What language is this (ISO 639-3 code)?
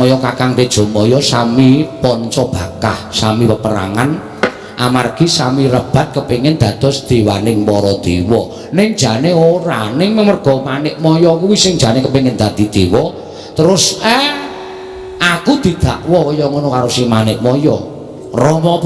jav